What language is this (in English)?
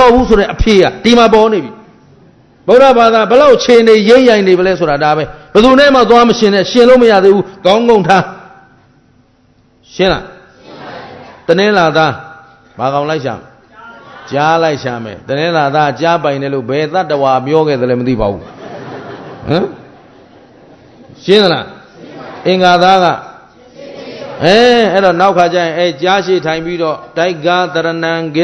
Burmese